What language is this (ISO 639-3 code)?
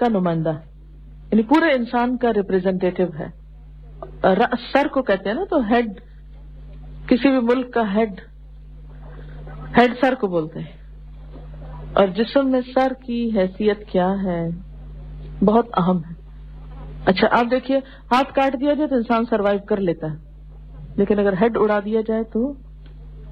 urd